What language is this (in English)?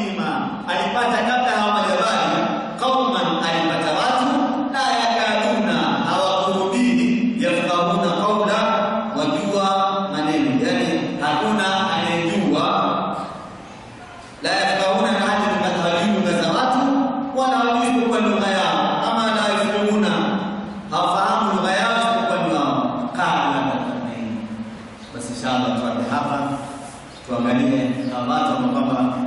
Swahili